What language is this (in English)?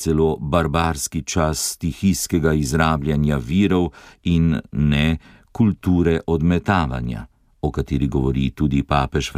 Slovenian